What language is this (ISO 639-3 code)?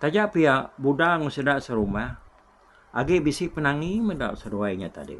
iba